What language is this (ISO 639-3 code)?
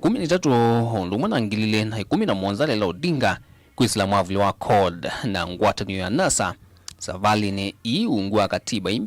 kam